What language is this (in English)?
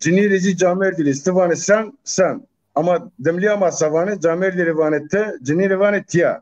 Zaza